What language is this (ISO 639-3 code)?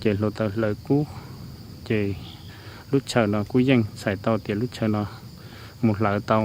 hmn